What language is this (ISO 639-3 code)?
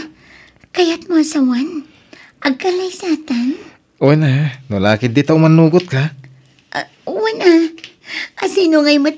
ilo